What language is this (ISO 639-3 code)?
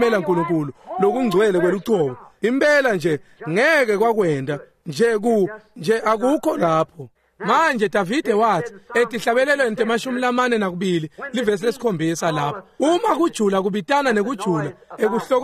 ssw